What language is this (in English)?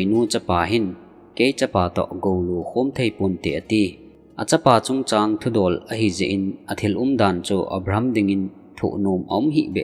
Thado Chin